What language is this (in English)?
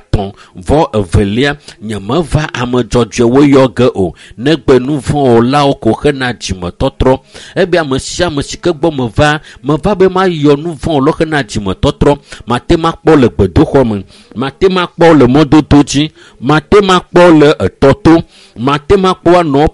Ewe